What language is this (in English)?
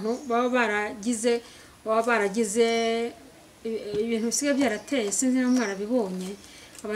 Kinyarwanda